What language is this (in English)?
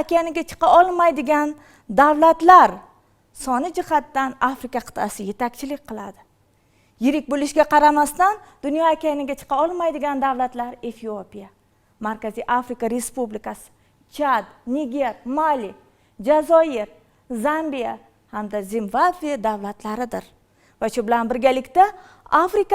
Uzbek